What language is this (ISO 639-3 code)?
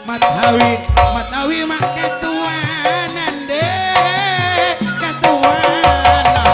mad